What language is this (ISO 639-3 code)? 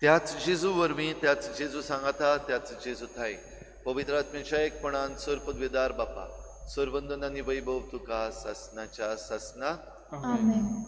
kok